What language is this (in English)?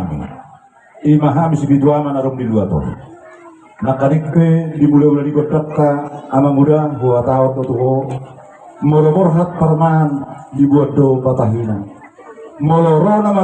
Batak Toba